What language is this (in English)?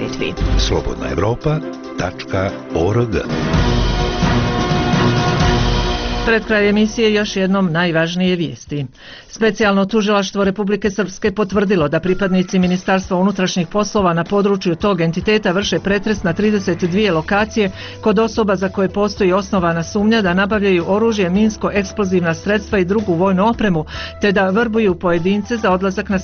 Bosnian